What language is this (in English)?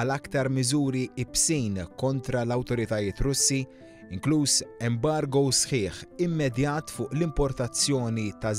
Maltese